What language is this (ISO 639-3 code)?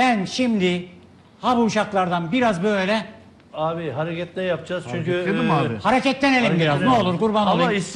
tur